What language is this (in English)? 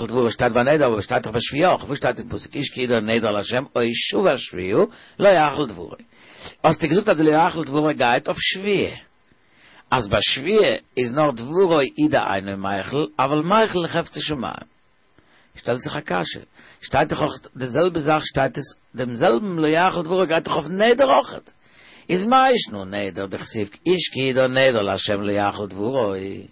Yiddish